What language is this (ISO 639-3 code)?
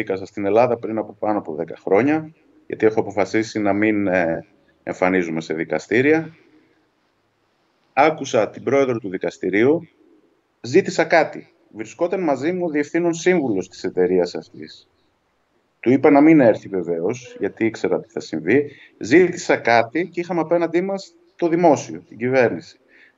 ell